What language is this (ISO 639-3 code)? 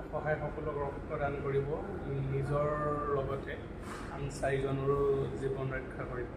asm